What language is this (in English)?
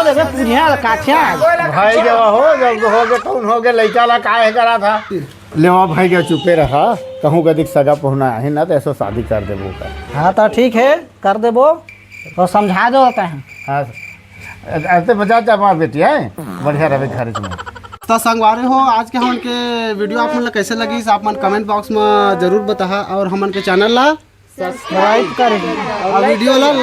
Chhattisgarhi